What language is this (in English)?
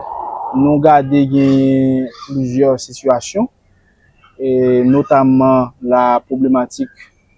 Haitian Creole